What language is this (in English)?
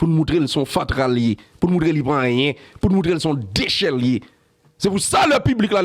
Haitian Creole